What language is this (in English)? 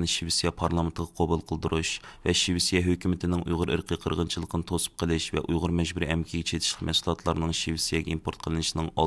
Uyghur